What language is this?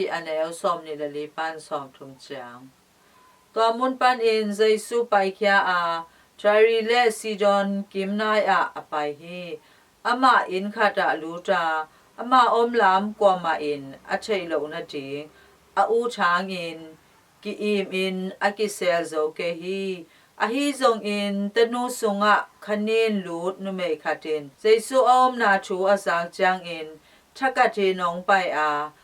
Tedim Chin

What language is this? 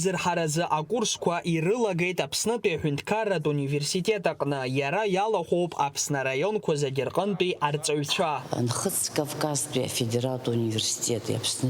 Abkhazian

